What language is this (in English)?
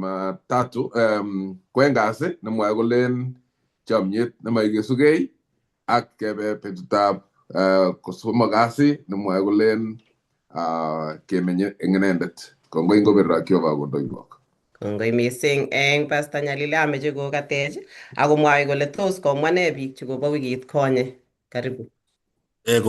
Kalenjin